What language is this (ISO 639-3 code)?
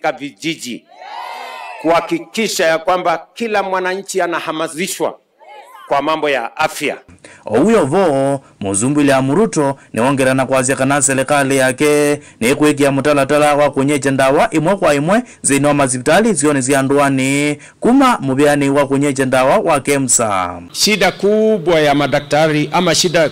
kam